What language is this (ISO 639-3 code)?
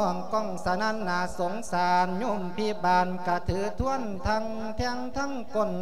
lao